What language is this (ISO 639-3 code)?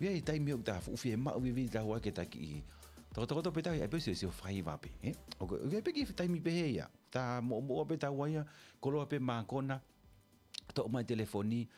ton